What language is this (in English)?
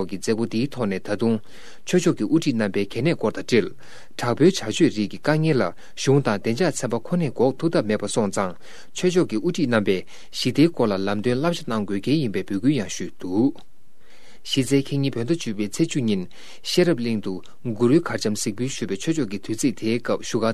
Tibetan